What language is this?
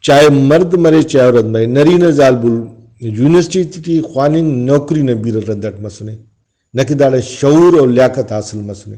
Brahui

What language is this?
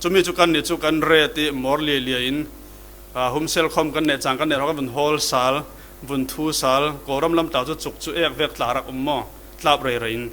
Falam Chin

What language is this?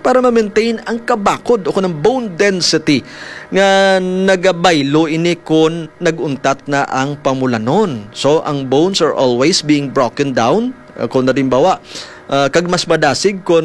Hiligaynon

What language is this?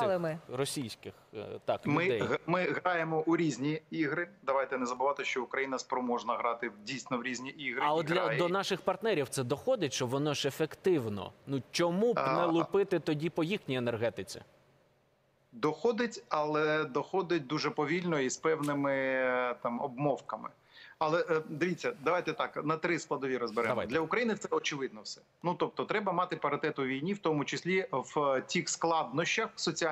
Ukrainian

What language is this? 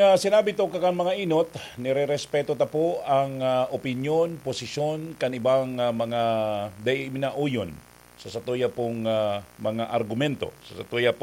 Bikol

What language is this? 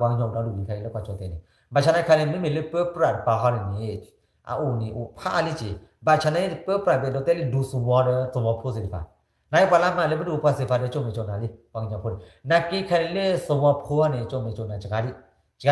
S'gaw Karen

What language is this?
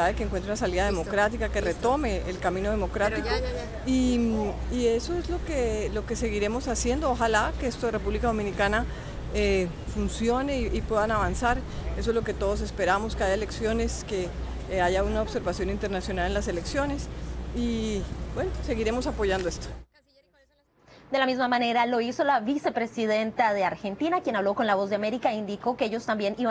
Spanish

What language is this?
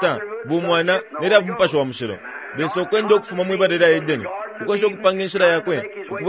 Bemba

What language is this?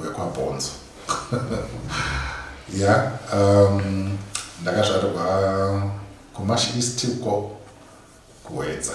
Shona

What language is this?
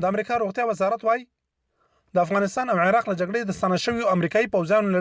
Pashto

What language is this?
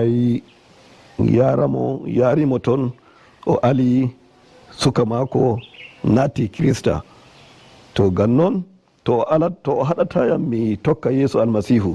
Nigerian Fulfulde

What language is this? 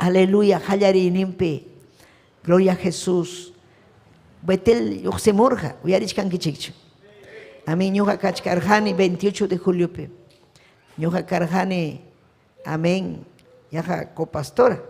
Ayacucho Quechua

